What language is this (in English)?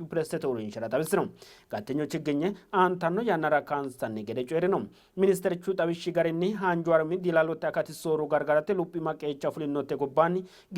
Sidamo